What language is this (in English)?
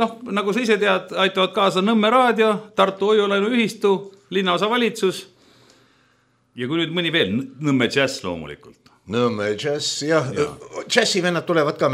Estonian